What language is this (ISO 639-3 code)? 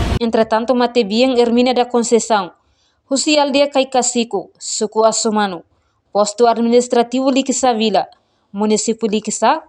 tet